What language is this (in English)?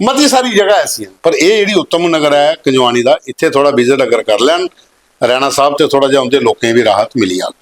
Dogri